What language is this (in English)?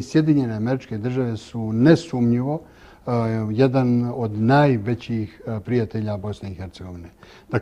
Bosnian